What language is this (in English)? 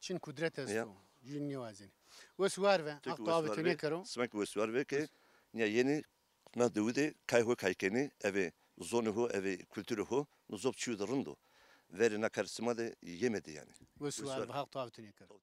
Zaza